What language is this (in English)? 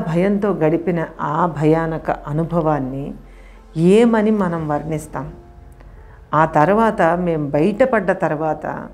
Telugu